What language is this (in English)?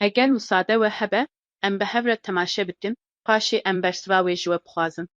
Kurdish